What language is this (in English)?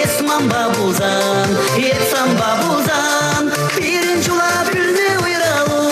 Chuvash